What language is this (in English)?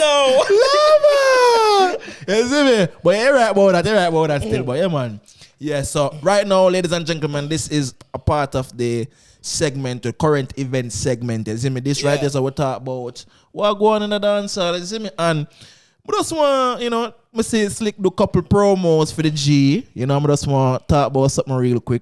Jamaican Creole English